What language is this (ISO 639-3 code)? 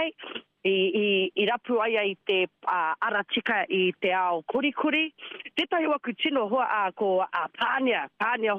mri